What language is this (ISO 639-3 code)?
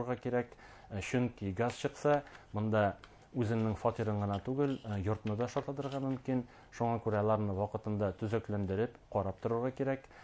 bak